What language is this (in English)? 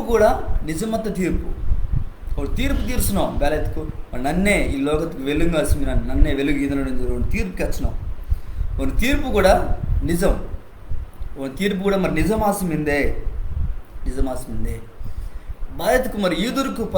Koya